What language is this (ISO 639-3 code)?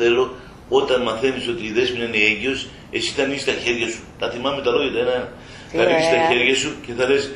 ell